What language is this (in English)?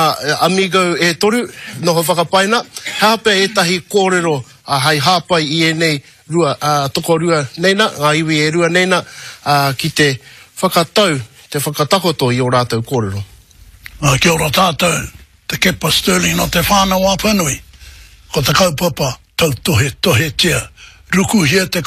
Māori